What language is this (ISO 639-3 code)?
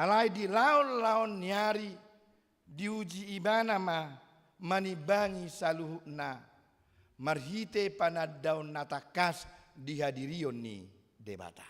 bbc